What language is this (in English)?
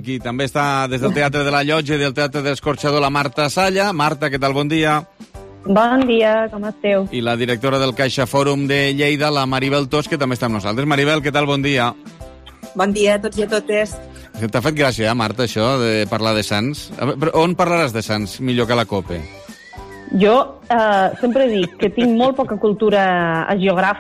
Catalan